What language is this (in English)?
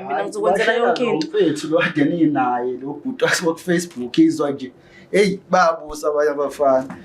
Zulu